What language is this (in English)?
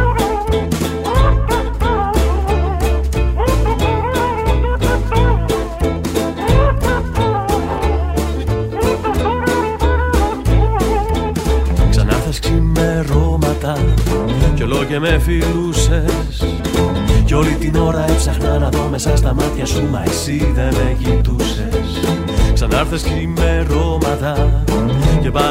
Greek